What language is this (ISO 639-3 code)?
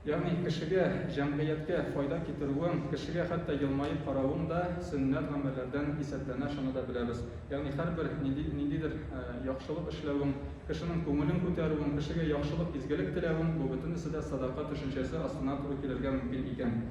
tat